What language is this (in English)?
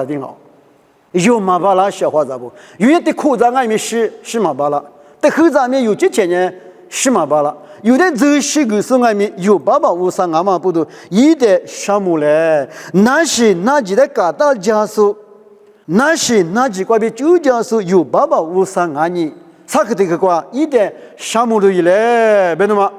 Lisu